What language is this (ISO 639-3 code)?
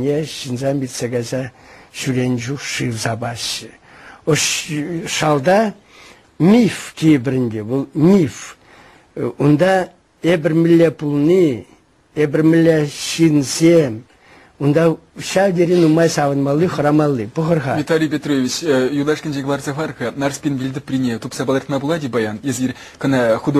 chv